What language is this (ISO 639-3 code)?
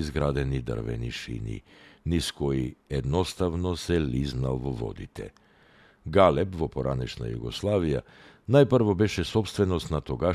mkd